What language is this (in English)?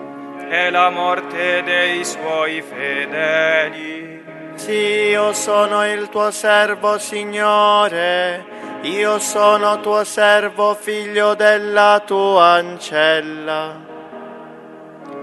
Italian